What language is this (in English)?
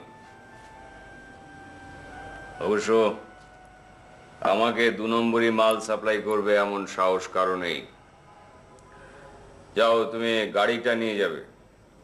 Bangla